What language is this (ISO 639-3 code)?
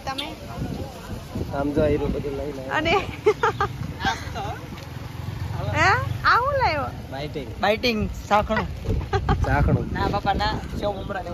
guj